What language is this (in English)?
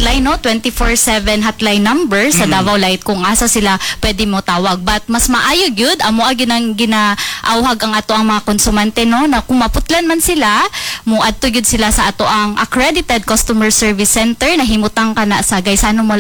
Cebuano